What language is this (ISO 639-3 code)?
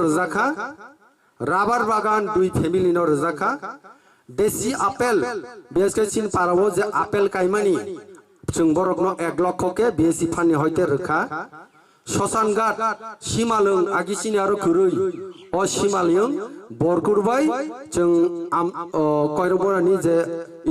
trp